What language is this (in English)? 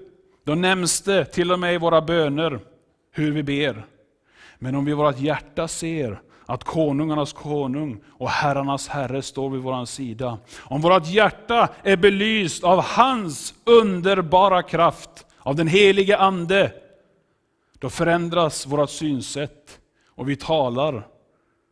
Swedish